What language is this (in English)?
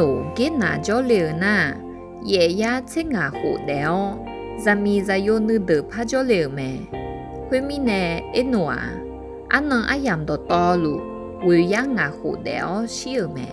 Akha